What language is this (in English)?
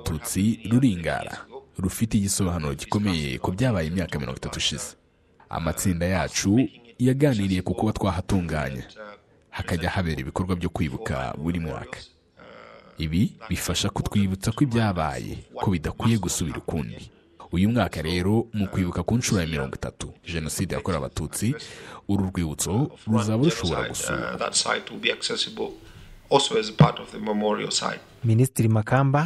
Kinyarwanda